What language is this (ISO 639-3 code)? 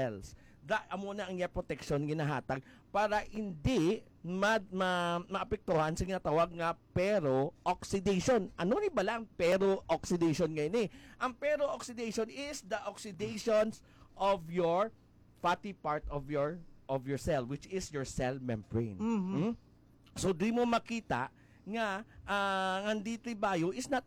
hil